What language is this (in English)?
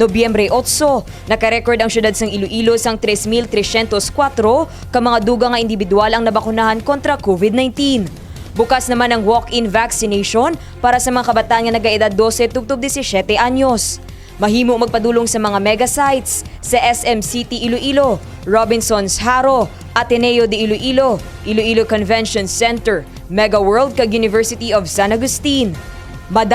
Hiligaynon